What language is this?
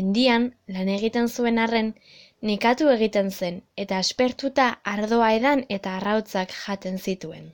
Basque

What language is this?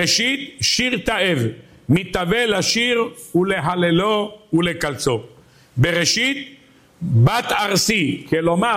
Hebrew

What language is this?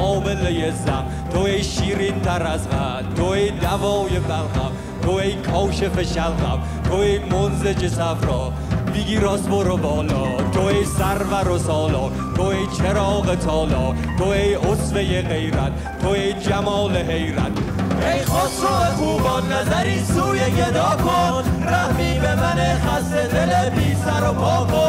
Persian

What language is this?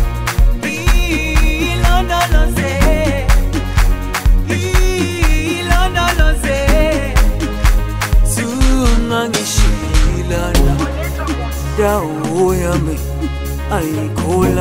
Zulu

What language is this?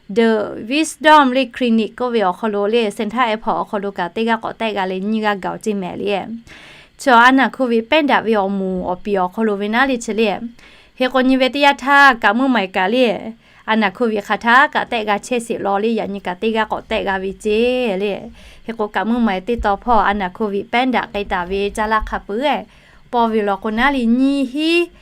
Lahu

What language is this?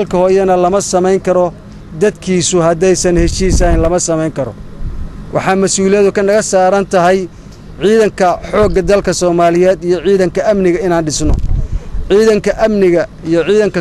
Somali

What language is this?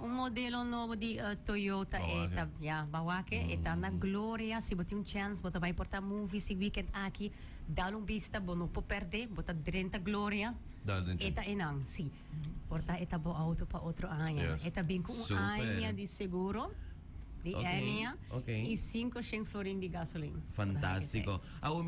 Papiamento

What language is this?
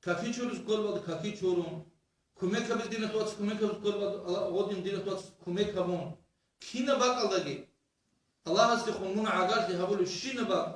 Avaric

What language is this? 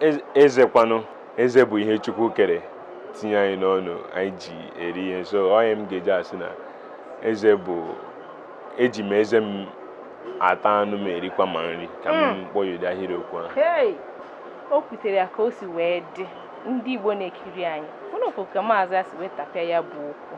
Igbo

